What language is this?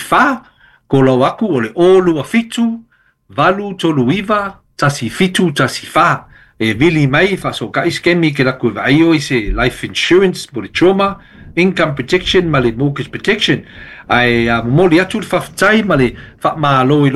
Samoan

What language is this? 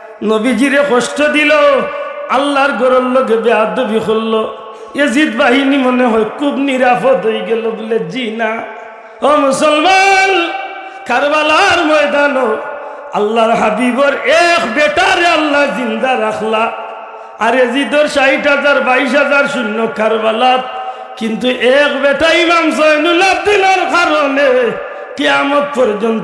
Sylheti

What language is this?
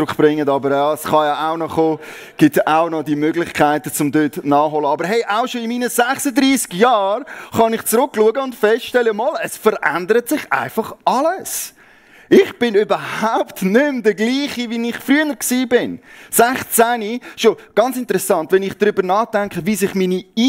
Swiss German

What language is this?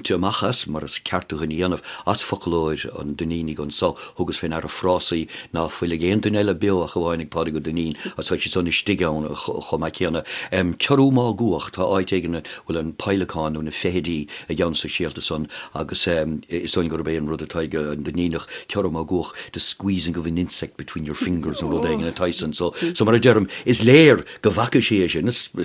Irish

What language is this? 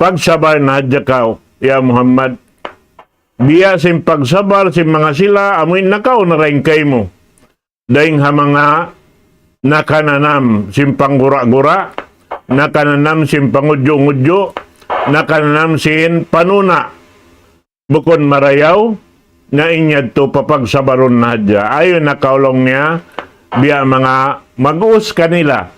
Tausug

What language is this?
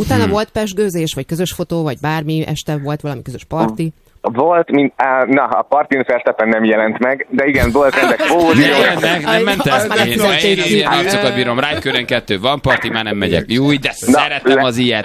Hungarian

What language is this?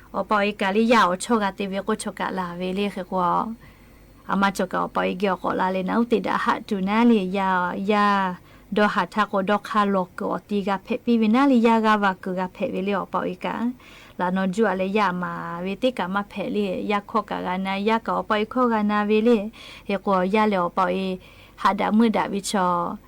Lahu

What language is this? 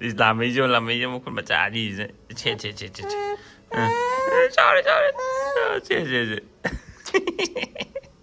Manipuri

